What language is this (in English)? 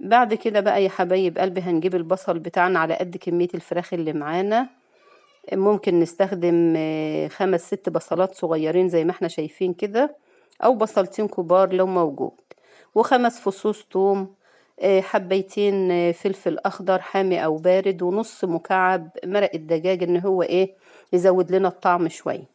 Egyptian Arabic